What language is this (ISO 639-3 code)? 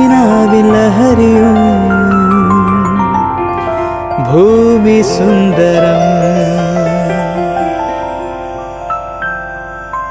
mal